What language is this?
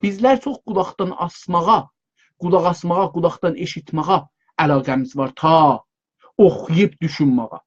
South Azerbaijani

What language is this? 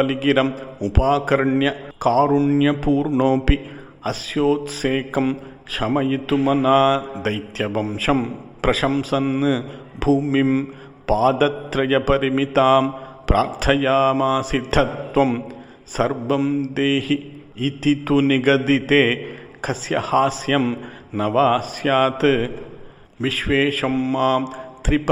Sanskrit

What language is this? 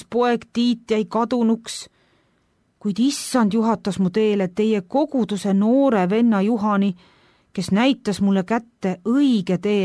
Estonian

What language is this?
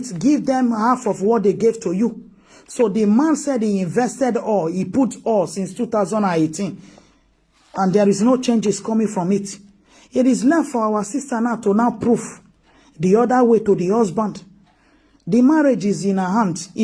Nigerian Pidgin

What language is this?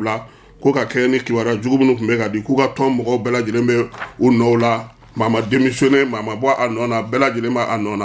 Bambara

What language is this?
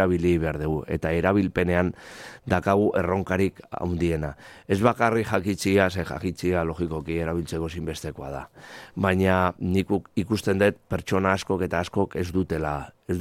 Basque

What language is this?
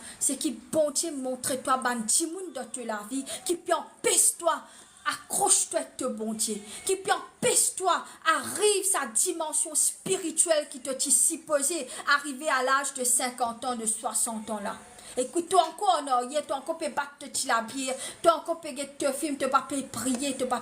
Morisyen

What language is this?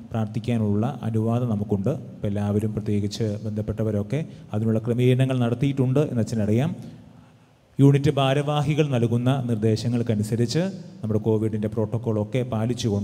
Malayalam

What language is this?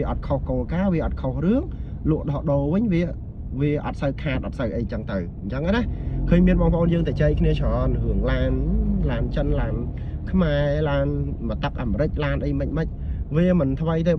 Khmer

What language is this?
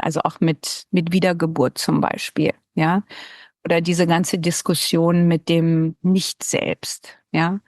Swiss German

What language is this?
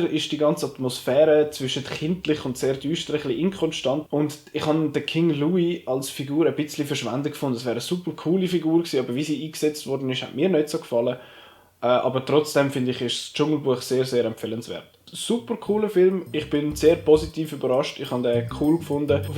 Swiss German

